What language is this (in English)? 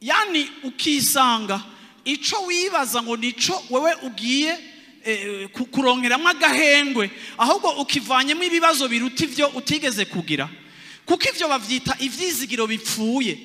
Rundi